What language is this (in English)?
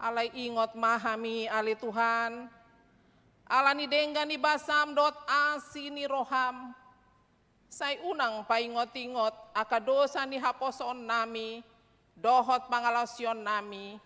Batak Toba